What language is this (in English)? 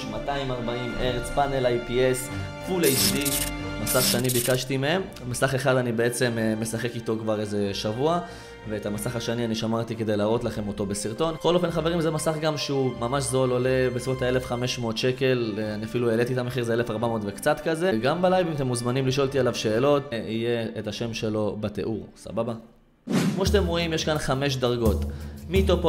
Hebrew